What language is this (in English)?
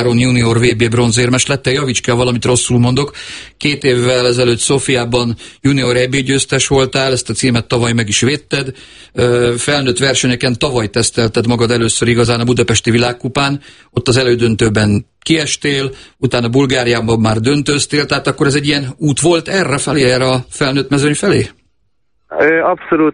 Hungarian